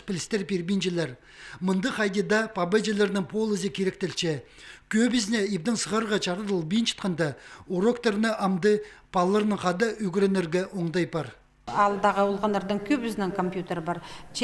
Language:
Khakas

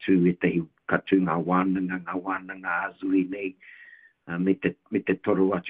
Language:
Māori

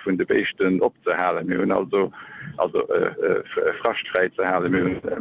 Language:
Luxembourgish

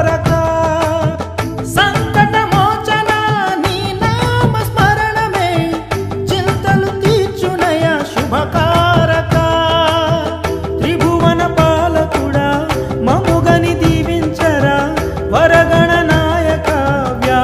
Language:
Telugu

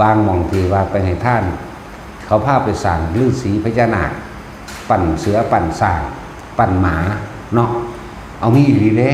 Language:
Northeastern Thai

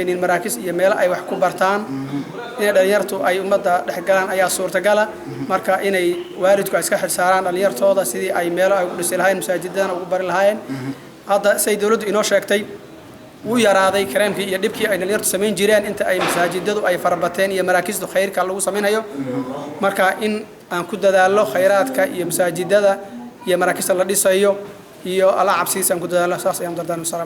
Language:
Somali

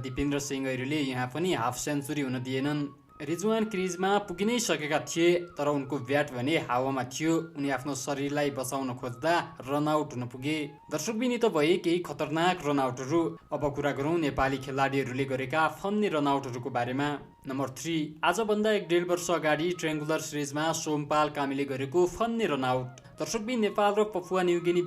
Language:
Nepali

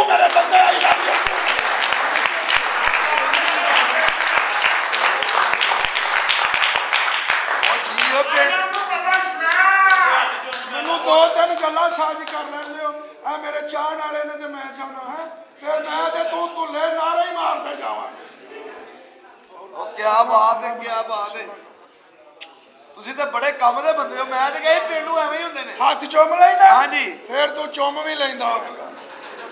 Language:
Punjabi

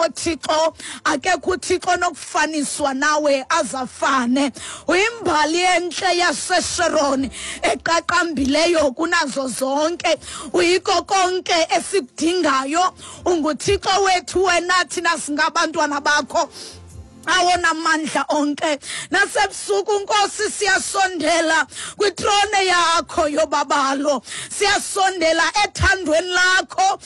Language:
Xhosa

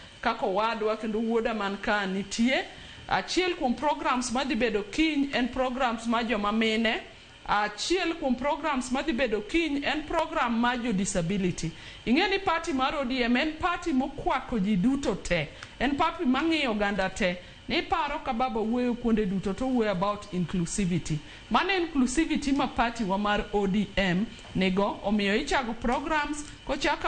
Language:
Luo (Kenya and Tanzania)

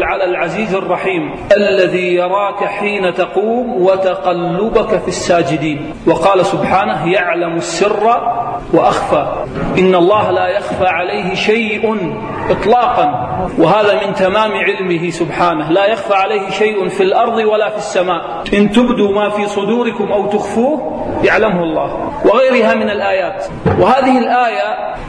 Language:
Arabic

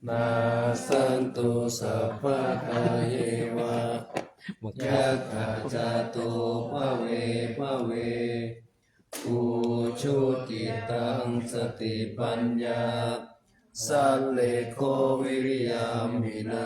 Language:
Pali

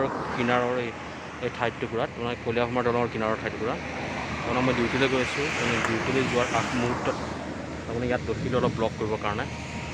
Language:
Assamese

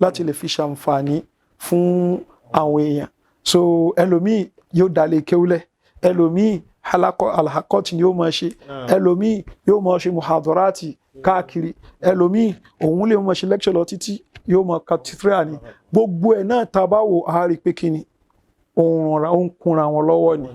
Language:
Yoruba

